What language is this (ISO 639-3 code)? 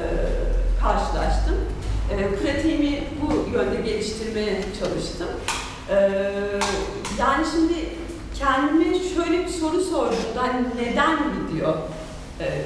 tur